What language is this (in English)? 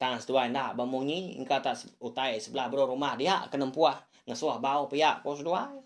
Iban